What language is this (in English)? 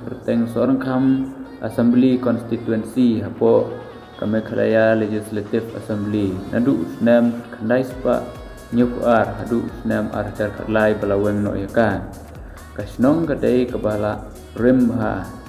Khasi